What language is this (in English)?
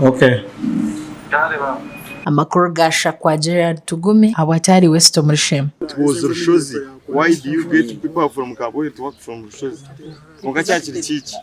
Nyankole